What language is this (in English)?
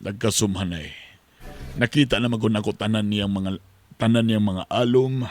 Cebuano